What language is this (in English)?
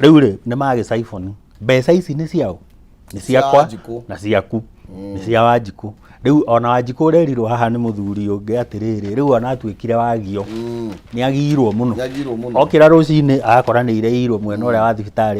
Kikuyu